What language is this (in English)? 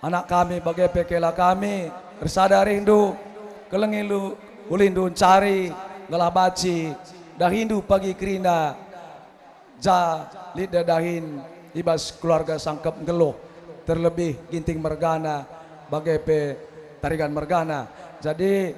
Batak Karo